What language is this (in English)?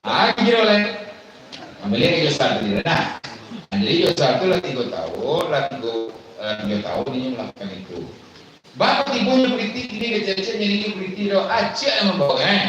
Minangkabau